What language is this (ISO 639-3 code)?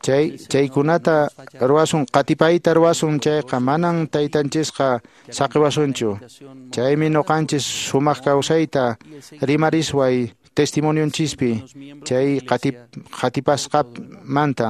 que